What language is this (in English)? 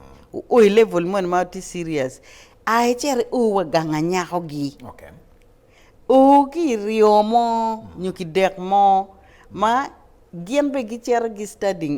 Acoli